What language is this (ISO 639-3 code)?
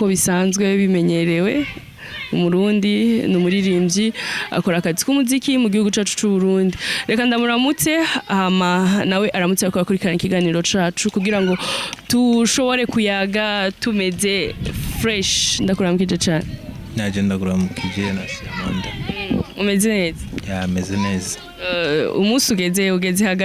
run